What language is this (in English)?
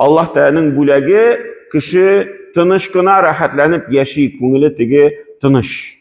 Tatar